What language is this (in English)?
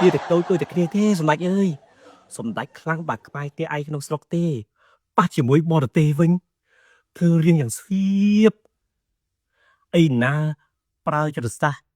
Khmer